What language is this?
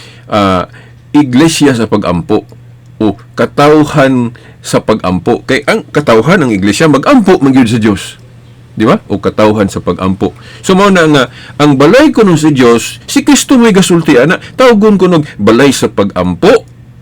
Cebuano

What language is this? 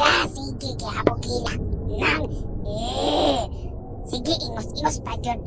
Cebuano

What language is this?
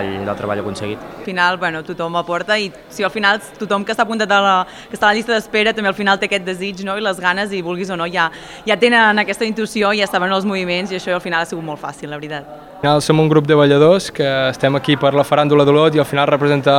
Catalan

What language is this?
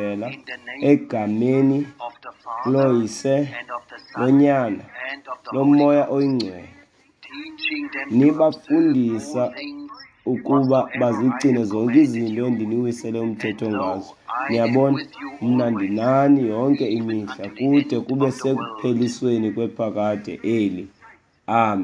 Xhosa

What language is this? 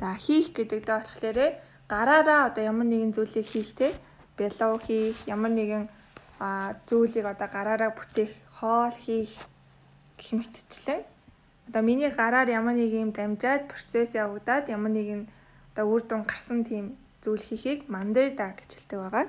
Mongolian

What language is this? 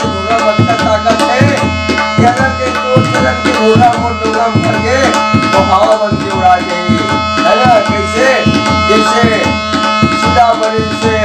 Chhattisgarhi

